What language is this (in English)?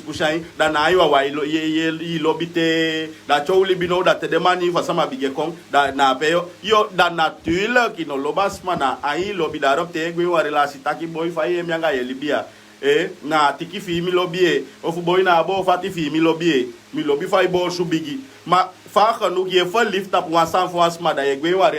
Sranan Tongo